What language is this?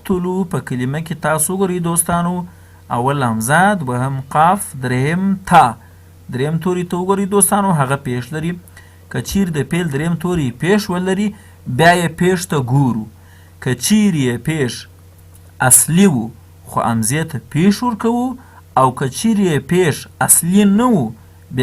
Pashto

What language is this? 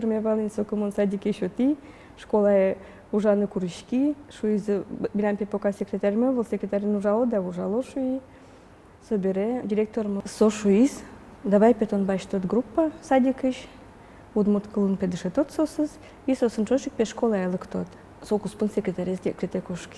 Udmurt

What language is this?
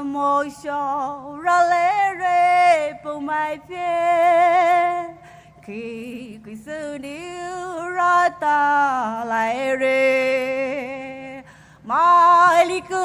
Poumei Naga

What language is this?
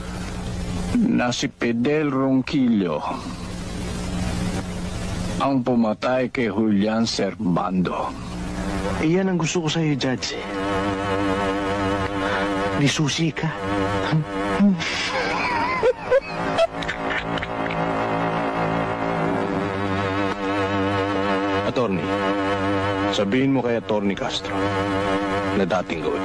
Filipino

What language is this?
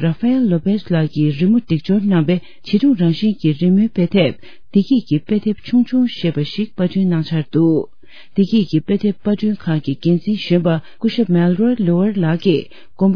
Tibetan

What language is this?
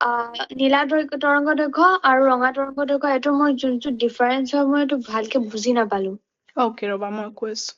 Assamese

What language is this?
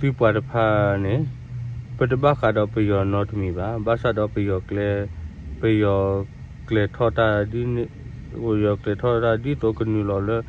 S'gaw Karen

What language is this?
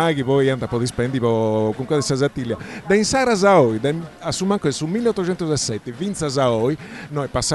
Sardinian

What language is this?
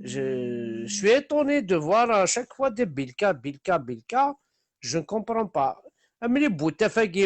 Kabyle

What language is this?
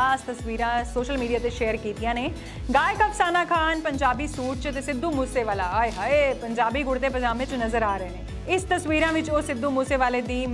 Punjabi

